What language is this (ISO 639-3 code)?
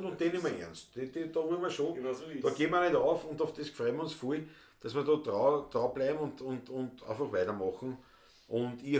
bar